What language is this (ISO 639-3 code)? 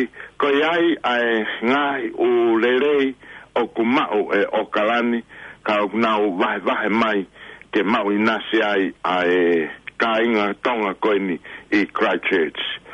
ton